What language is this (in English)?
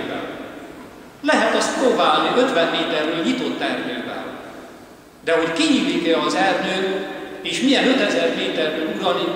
Hungarian